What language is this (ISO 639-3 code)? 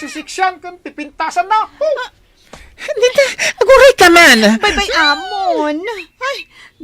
ilo